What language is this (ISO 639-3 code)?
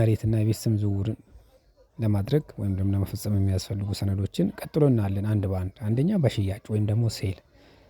amh